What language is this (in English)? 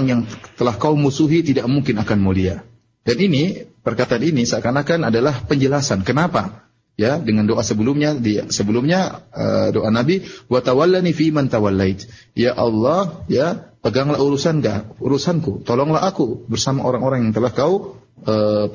Indonesian